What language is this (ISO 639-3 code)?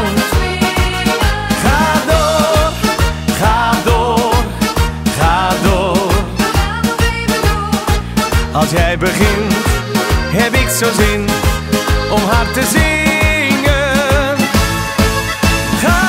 nld